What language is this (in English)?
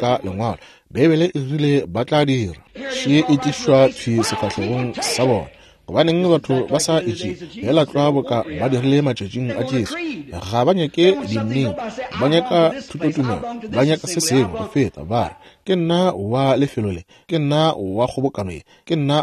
Northern Sotho